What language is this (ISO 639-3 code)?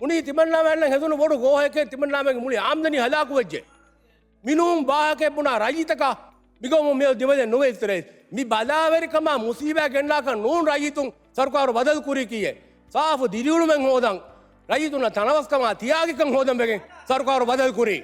div